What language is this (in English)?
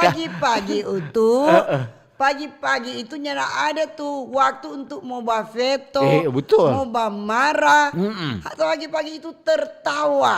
Manado Malay